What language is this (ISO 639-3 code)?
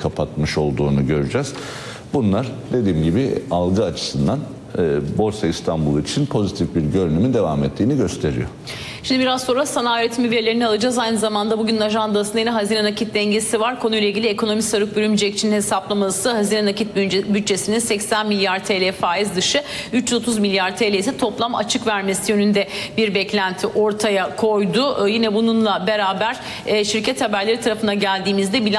tur